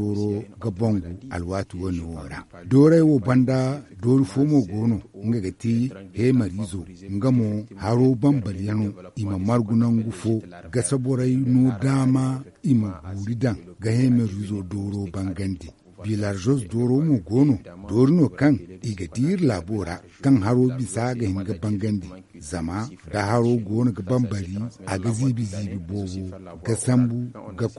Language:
Zarma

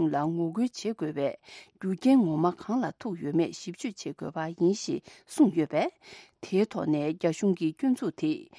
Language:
Tibetan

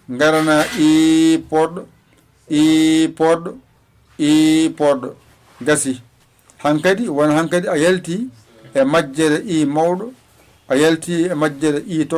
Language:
Fula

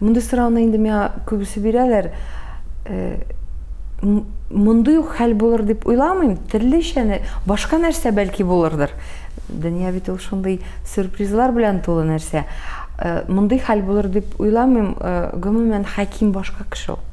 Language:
Tatar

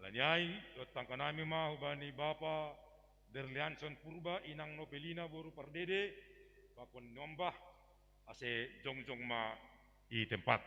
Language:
Batak Simalungun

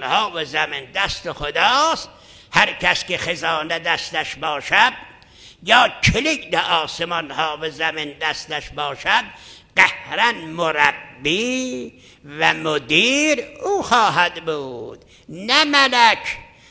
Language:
Persian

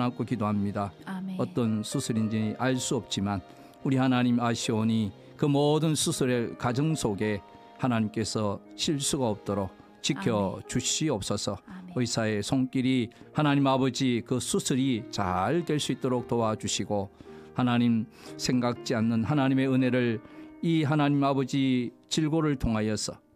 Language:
Korean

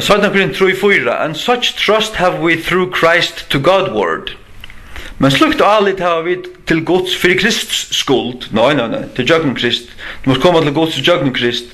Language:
Faroese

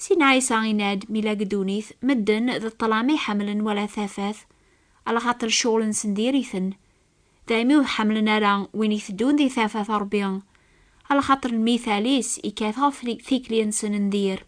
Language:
Kabyle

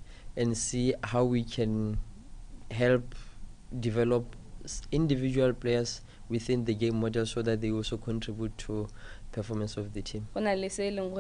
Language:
Tswana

